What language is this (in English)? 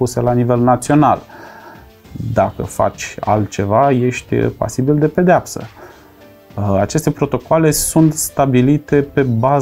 Romanian